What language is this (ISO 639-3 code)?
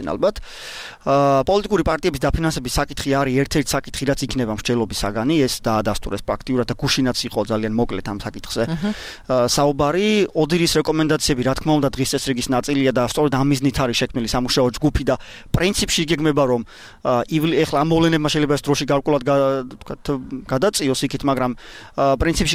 kat